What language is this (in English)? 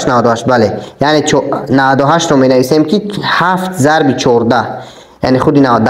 Tajik